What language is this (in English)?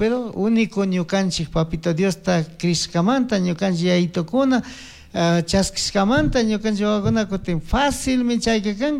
Chimborazo Highland Quichua